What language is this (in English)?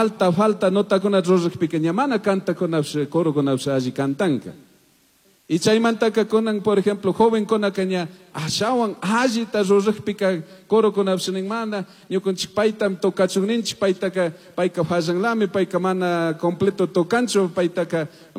Chimborazo Highland Quichua